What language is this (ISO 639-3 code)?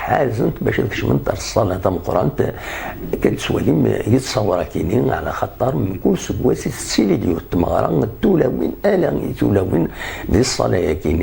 kab